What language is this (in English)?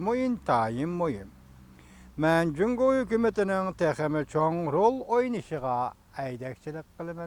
Uyghur